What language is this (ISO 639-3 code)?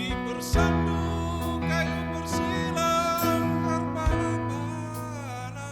btx